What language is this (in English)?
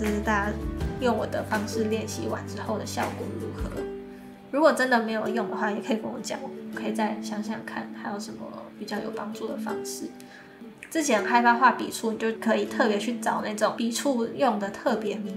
Chinese